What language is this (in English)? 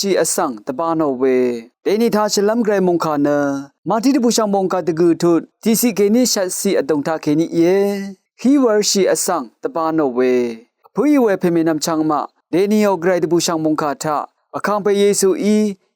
Rawang